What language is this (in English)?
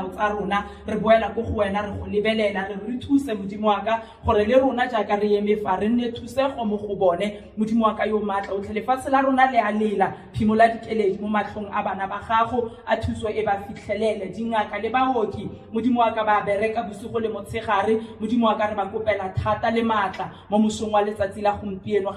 Tswana